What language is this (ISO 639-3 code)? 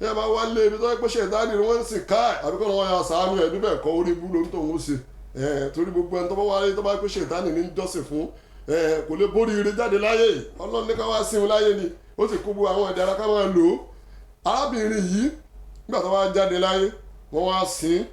yor